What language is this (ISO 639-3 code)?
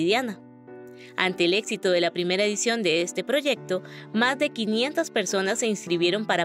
spa